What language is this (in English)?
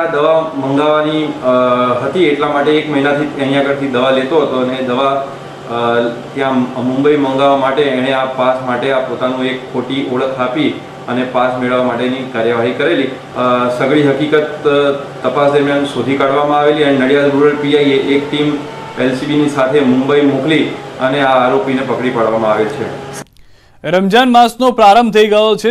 Gujarati